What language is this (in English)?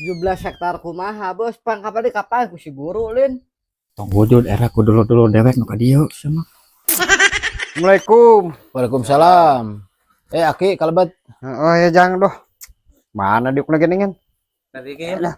Sundanese